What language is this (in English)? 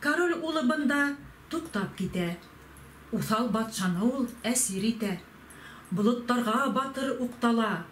Bashkir